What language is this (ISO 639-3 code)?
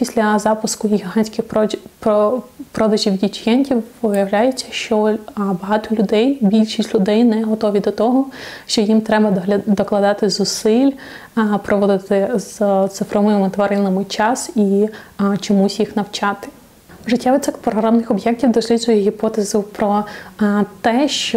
ukr